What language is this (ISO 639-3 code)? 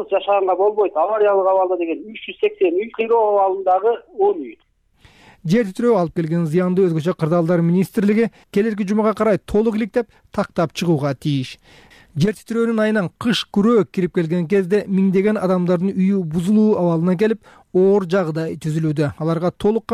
kir